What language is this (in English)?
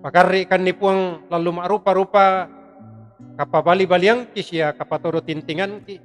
Toraja-Sa'dan